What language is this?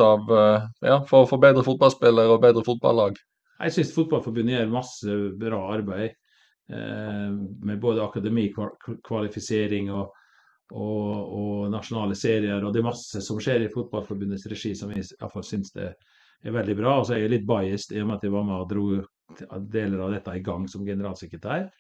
Norwegian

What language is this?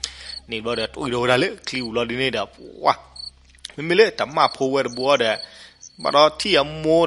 S'gaw Karen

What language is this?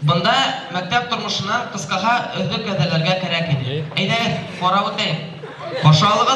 Bashkir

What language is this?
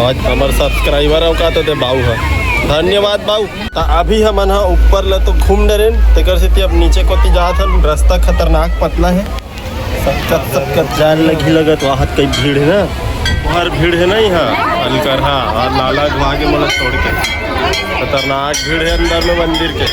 Chhattisgarhi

